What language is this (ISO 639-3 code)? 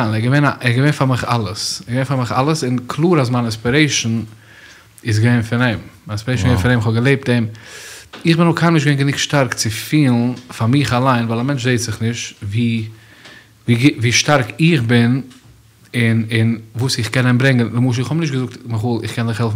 yid